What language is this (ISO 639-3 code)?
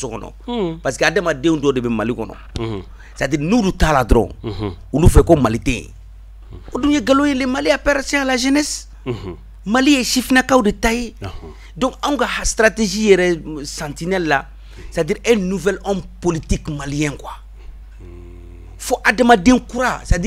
bam